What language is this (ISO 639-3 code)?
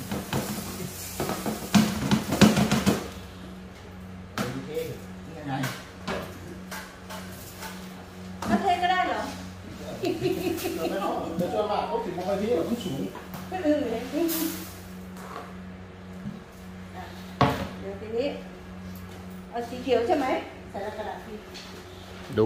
tha